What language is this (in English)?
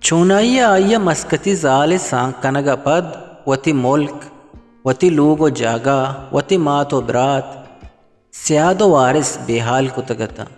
Eastern Balochi